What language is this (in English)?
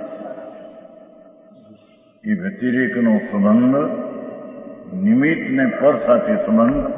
Gujarati